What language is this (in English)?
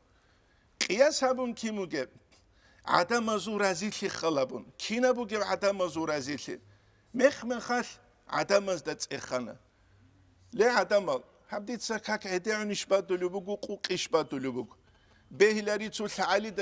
Avaric